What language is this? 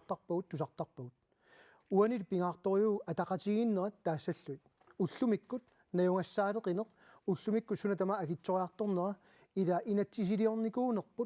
Kalaallisut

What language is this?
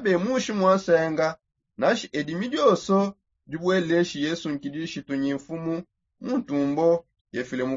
Songe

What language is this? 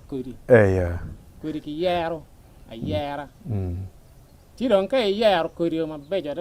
Acoli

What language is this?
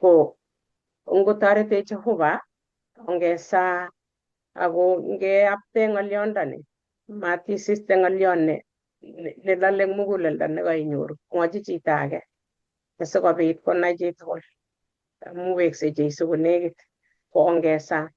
Kalenjin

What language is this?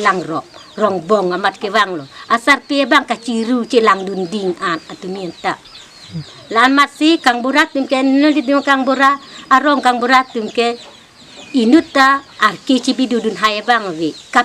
Karbi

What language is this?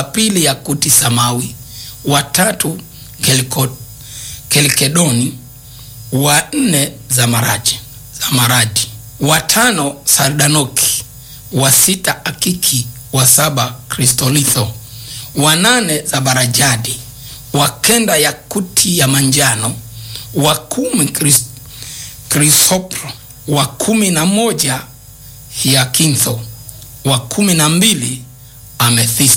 Swahili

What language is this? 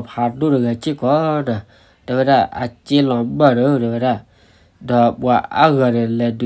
S'gaw Karen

